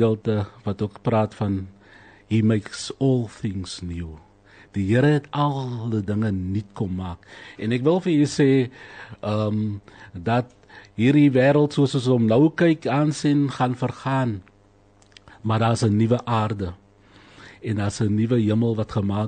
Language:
Afrikaans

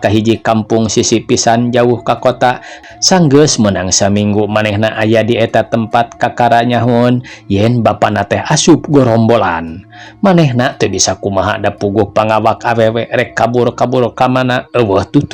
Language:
Sundanese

